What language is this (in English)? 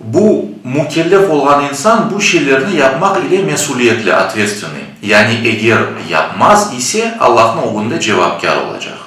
Crimean Tatar